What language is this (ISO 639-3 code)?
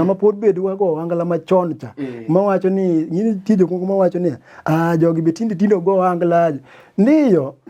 luo